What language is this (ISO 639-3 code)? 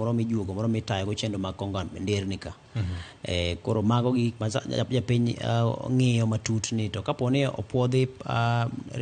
luo